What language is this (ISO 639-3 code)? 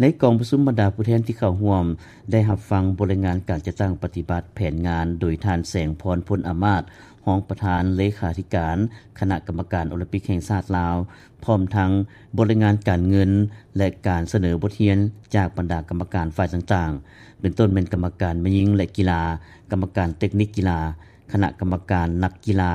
lao